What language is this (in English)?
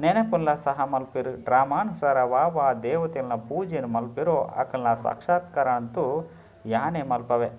Tulu